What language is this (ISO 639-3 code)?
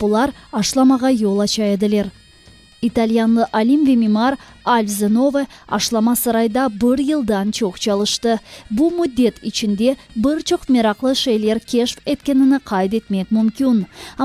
crh